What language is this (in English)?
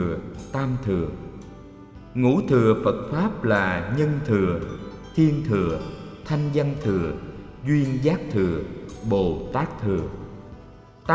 Vietnamese